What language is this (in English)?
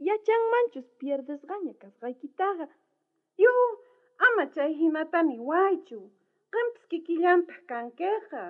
South Bolivian Quechua